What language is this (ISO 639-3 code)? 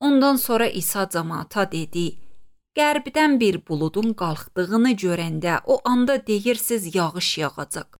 aze